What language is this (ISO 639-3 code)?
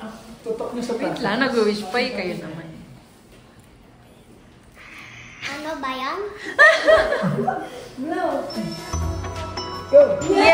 fil